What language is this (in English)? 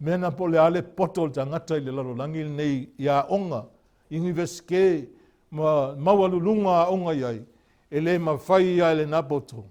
Samoan